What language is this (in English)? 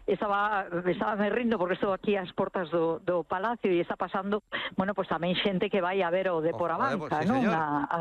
Galician